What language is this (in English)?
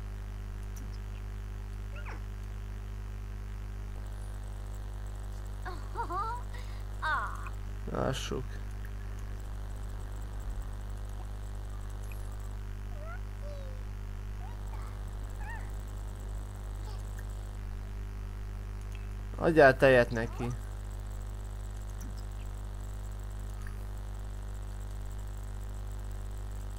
Hungarian